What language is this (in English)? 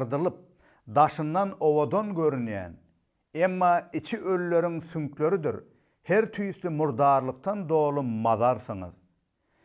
Turkmen